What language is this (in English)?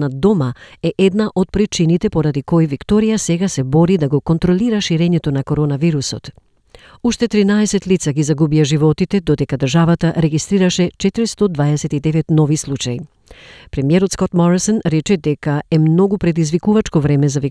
Macedonian